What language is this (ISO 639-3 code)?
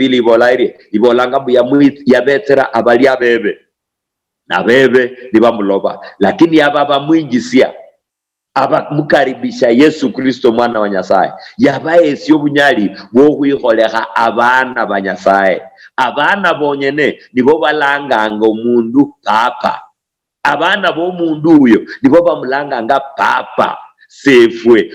luy